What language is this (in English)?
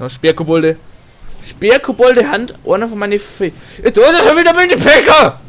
Bavarian